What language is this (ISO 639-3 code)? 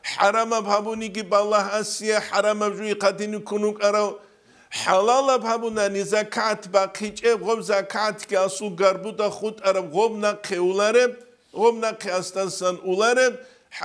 ava